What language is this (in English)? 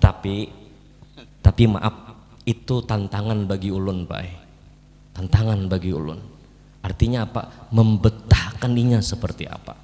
Banjar